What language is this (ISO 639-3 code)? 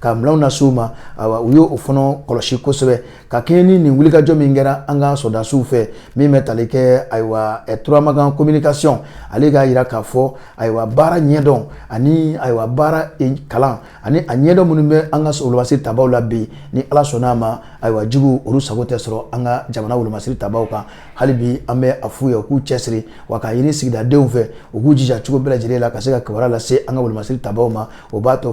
bam